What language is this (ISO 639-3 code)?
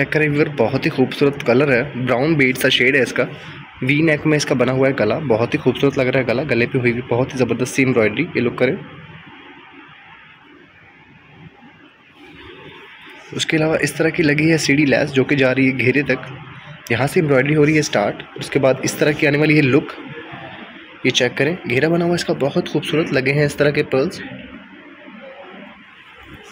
hin